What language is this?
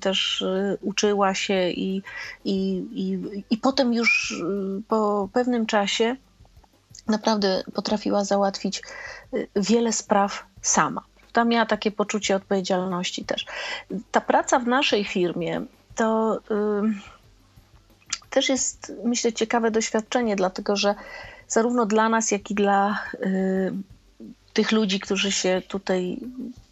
Polish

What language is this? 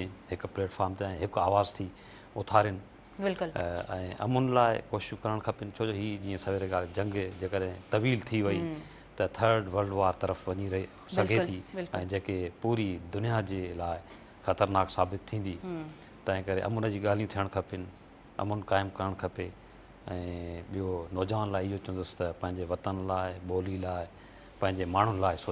Sindhi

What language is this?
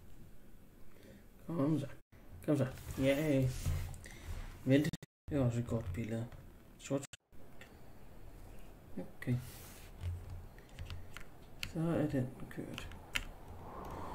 Danish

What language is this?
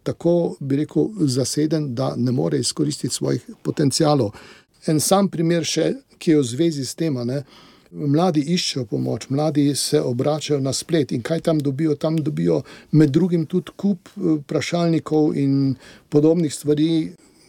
Slovenian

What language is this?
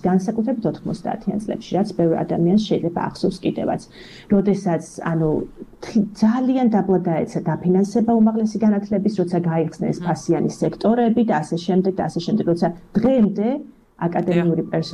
Georgian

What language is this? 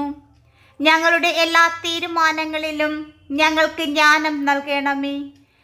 Malayalam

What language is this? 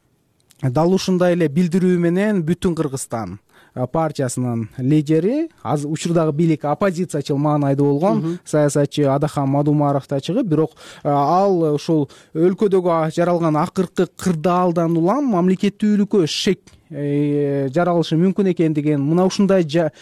Kyrgyz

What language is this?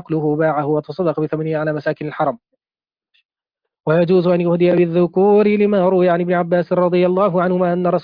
Arabic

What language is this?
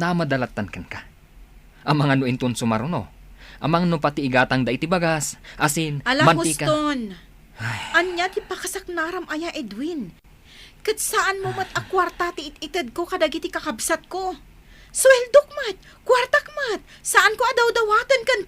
Iloko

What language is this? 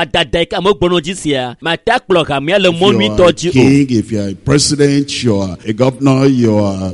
Ewe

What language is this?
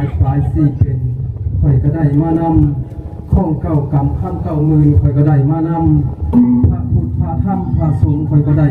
Northeastern Thai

